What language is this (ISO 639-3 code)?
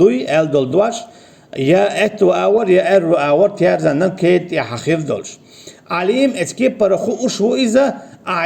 che